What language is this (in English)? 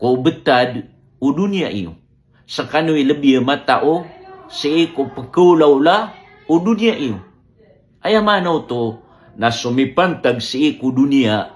Maranao